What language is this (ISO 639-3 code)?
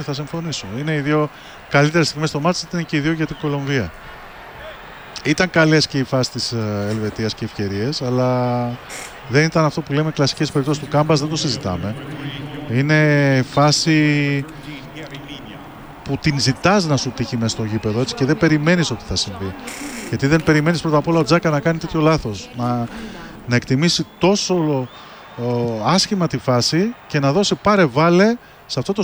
ell